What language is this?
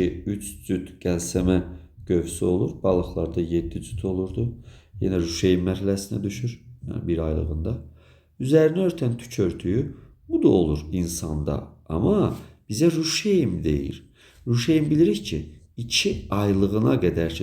Azerbaijani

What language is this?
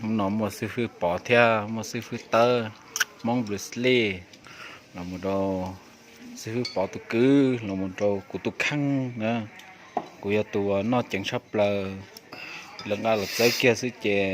Hmong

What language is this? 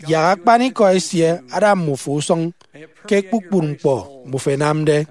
Efik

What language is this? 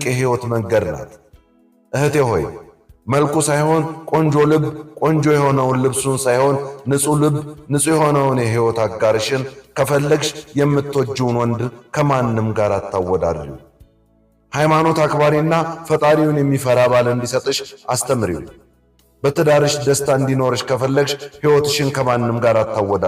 Amharic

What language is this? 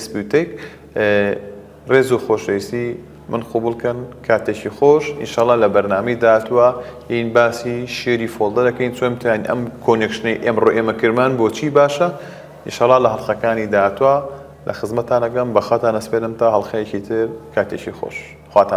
Central Kurdish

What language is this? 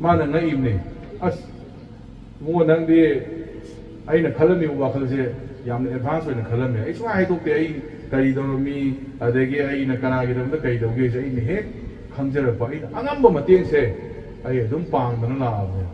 Manipuri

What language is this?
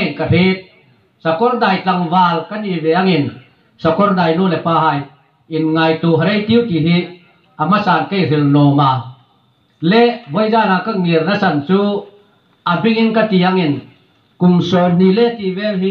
Hmar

